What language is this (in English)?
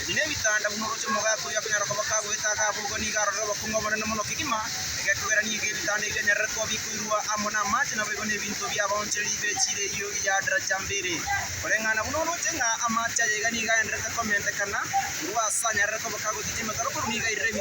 Gusii